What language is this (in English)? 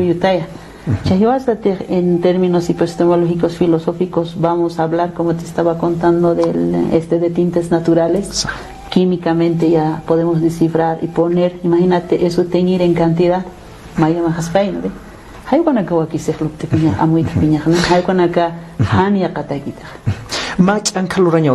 Aymara